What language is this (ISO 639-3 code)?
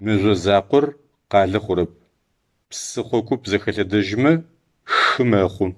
ady